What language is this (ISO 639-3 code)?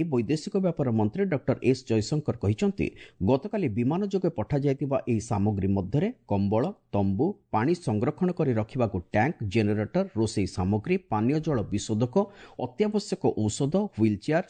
ori